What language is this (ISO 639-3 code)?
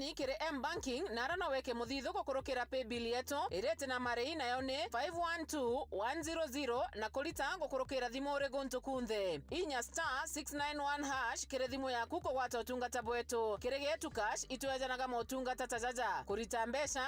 mer